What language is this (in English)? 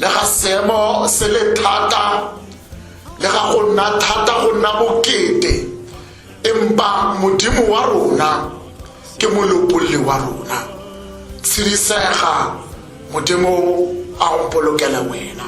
Tswana